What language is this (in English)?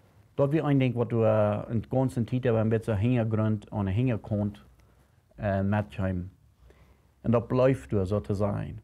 Plautdietsch